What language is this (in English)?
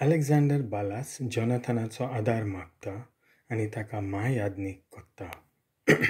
Konkani